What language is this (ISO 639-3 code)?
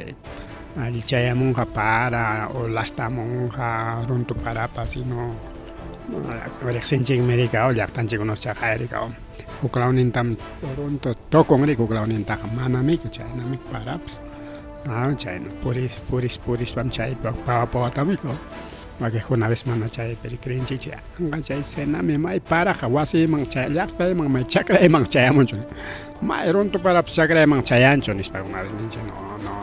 quy